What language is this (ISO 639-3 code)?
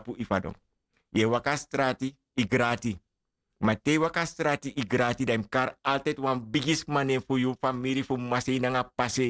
srn